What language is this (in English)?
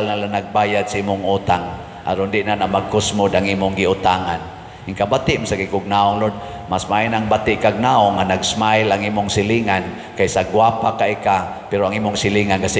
Cebuano